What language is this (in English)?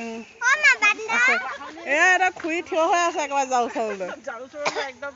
Assamese